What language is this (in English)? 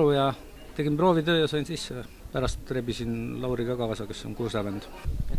Estonian